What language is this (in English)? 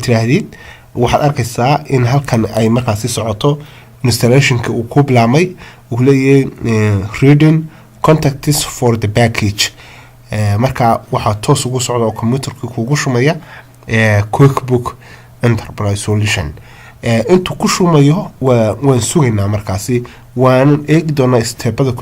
Somali